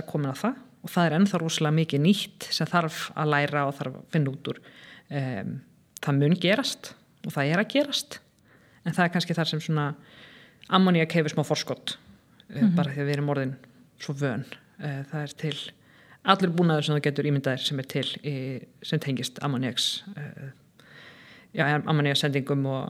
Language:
Icelandic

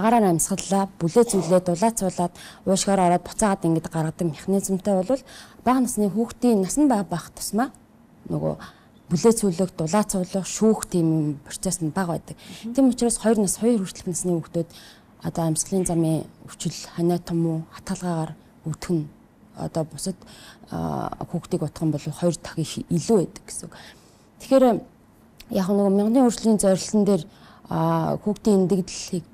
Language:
Mongolian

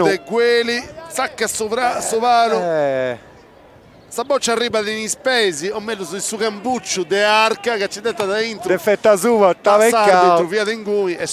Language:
Sardinian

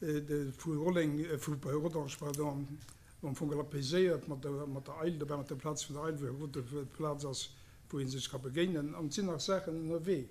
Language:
Luxembourgish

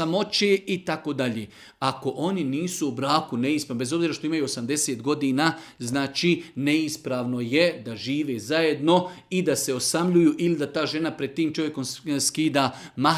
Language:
Serbian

